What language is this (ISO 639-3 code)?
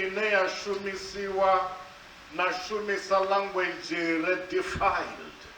ven